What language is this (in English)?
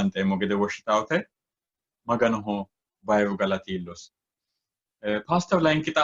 Sidamo